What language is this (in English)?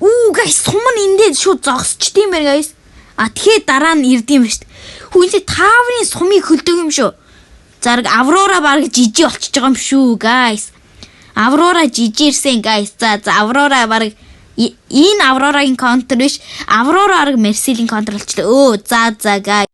Mongolian